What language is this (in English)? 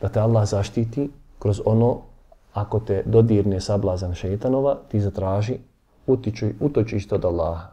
Bosnian